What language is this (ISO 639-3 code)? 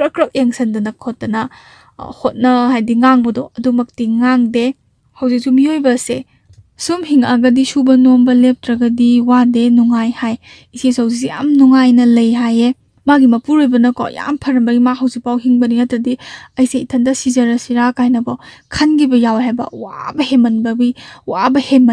mni